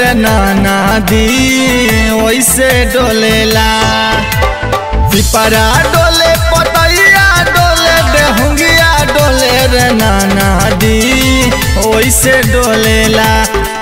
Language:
Bhojpuri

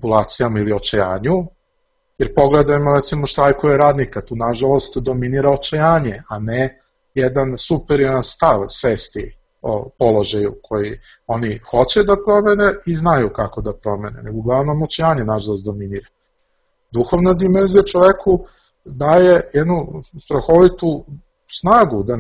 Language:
Serbian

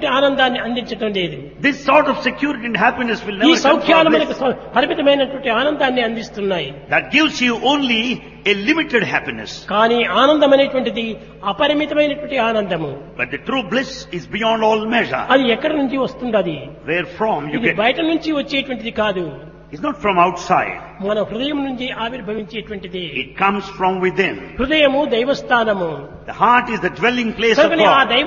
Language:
Telugu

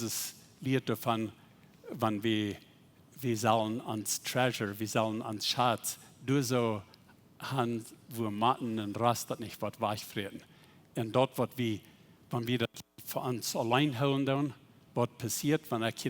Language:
Plautdietsch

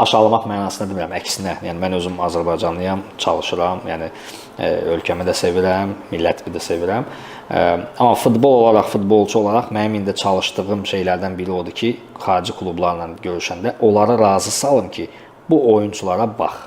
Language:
Azerbaijani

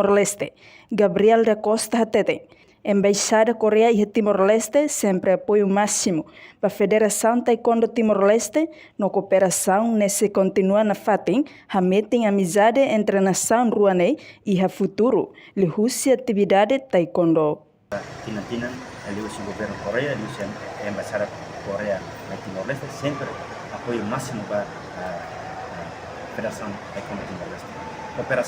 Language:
Tetum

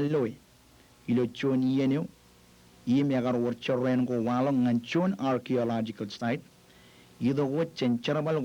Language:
Marshallese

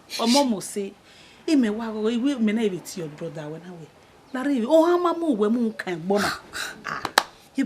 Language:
Bini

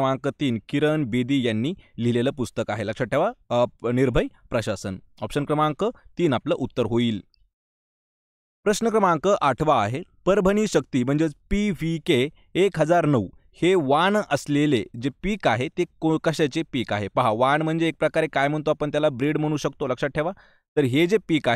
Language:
Marathi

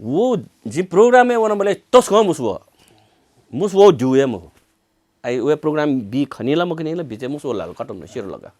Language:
Newari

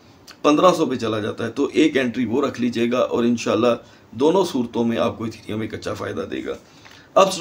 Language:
Hindi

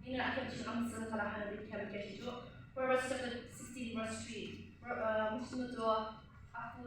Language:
Yimchungru Naga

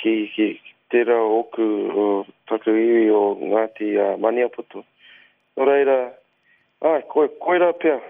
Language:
Māori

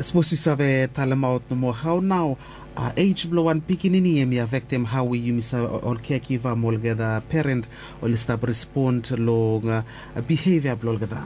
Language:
Bislama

